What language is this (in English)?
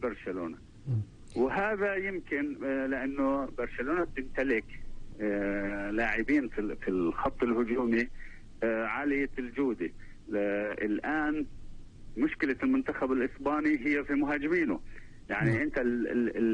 North Levantine Arabic